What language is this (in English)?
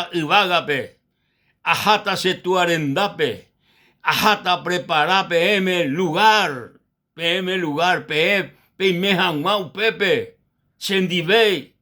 Guarani